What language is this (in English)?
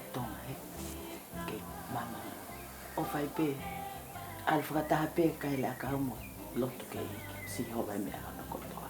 Tongan